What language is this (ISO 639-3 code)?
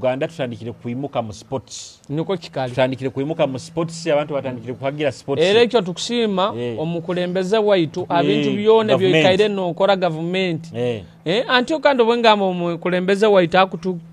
nyo